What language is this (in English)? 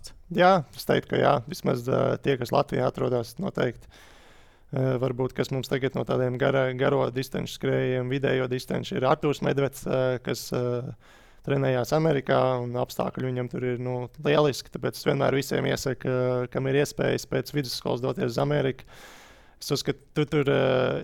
Latvian